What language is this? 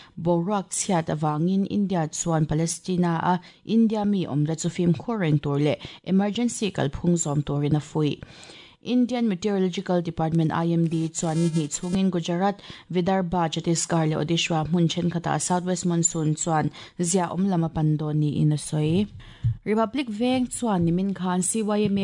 Mizo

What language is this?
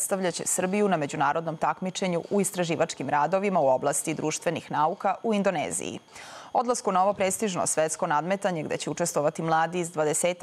Serbian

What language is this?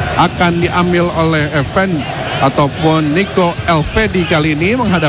Indonesian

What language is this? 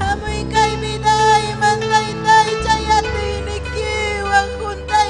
Ayacucho Quechua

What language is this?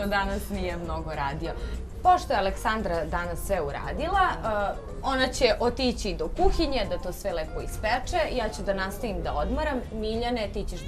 Serbian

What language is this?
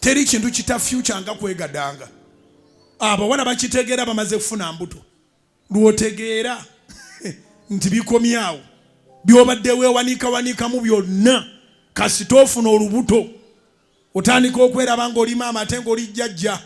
Ganda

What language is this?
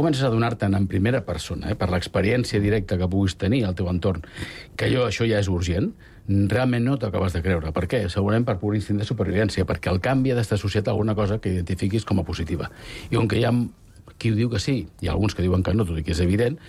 Catalan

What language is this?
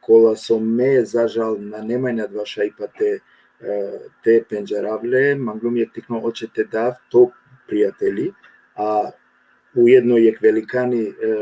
Balkan Romani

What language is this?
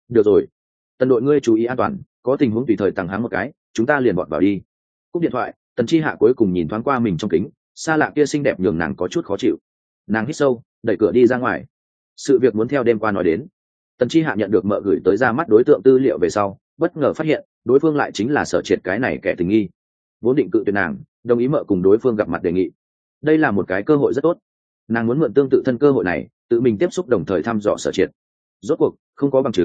Vietnamese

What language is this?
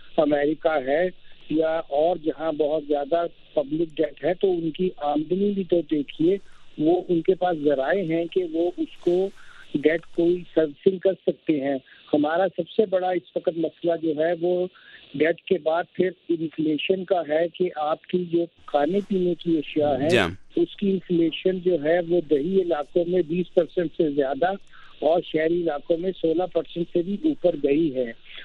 Urdu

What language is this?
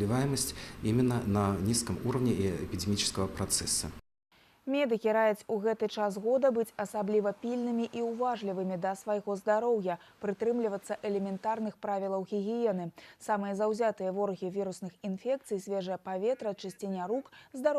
Belarusian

